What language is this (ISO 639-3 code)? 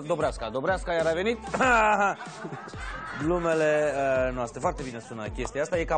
ron